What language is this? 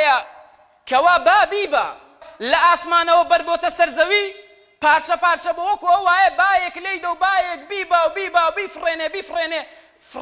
Central Kurdish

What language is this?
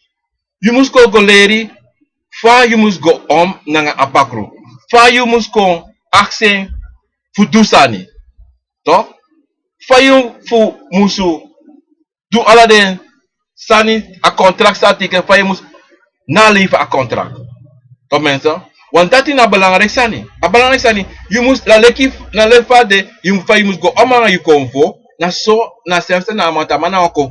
Sranan Tongo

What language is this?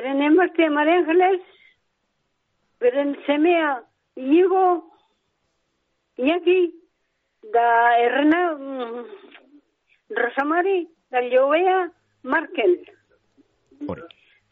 Basque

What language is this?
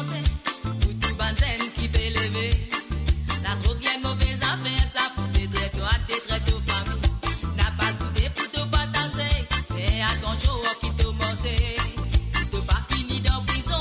Morisyen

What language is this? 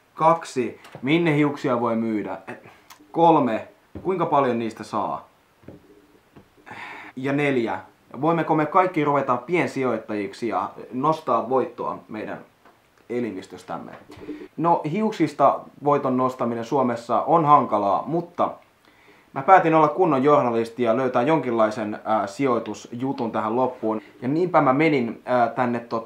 Finnish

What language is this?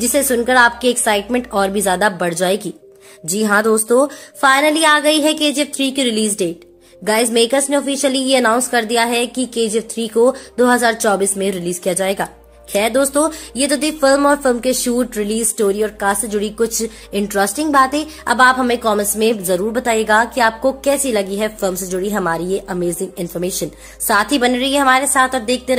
Hindi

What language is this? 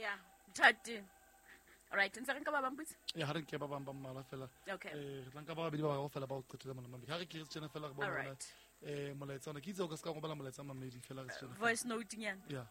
Southern Sotho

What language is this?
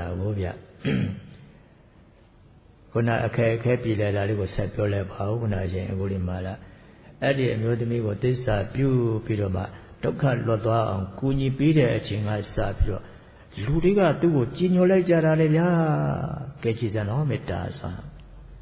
Burmese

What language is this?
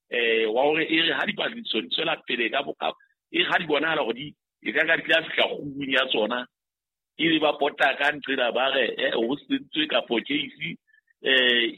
Southern Sotho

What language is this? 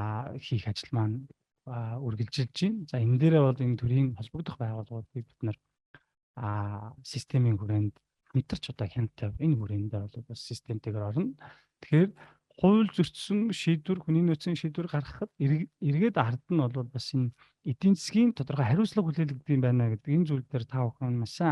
Mongolian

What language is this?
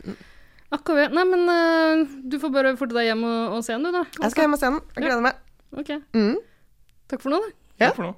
Norwegian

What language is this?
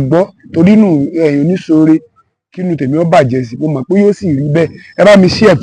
Yoruba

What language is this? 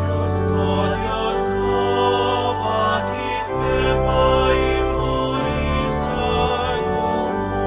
Pampanga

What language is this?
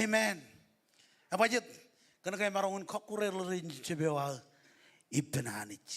Marshallese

